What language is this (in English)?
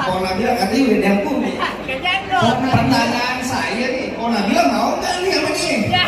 Betawi